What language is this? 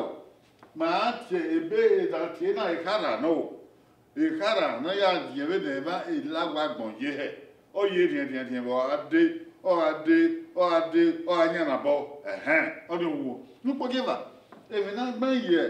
Bini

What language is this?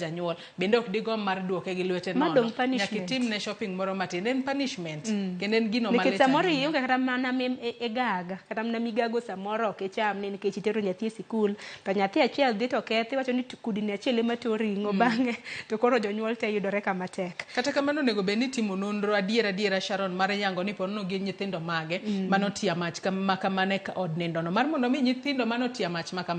Luo (Kenya and Tanzania)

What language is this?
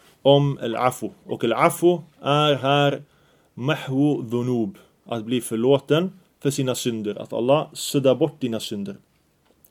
Swedish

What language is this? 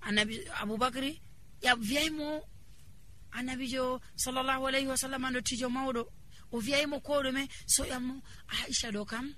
Nigerian Fulfulde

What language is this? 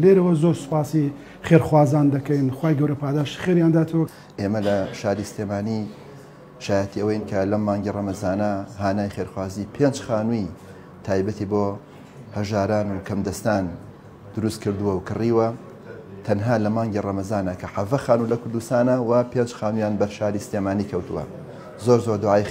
Central Kurdish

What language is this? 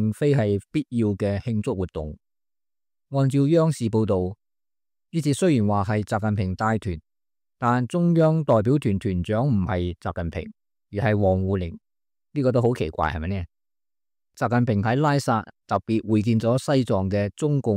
Cantonese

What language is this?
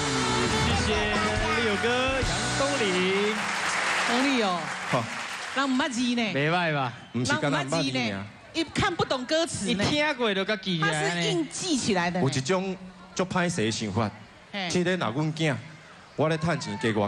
Min Nan Chinese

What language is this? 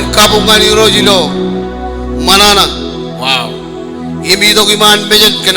Marshallese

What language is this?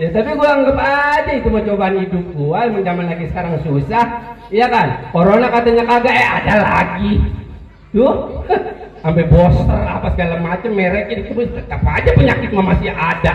Betawi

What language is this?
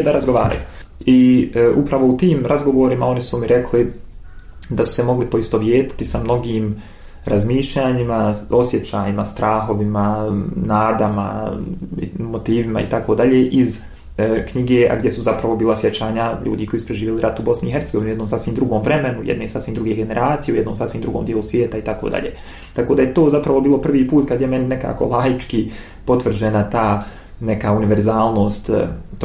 Bosnian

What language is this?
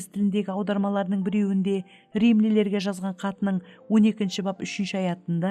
Kara-Kalpak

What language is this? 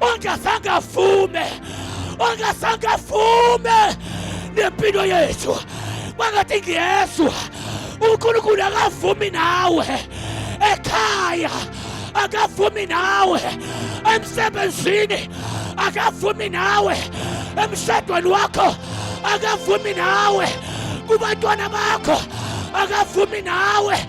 Zulu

